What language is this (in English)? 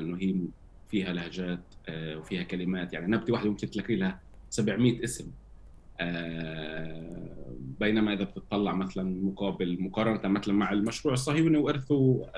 North Levantine Arabic